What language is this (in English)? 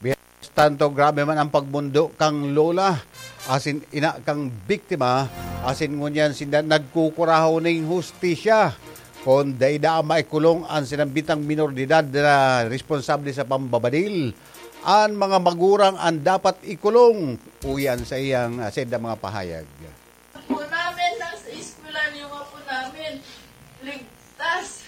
Bikol